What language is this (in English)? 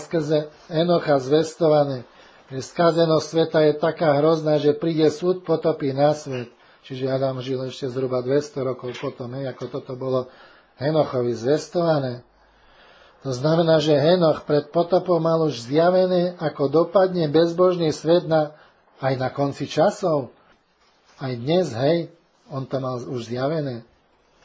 Slovak